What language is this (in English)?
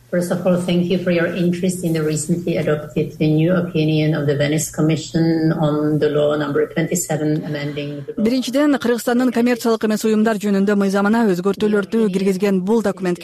Kyrgyz